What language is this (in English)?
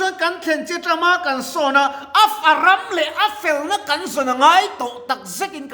Mizo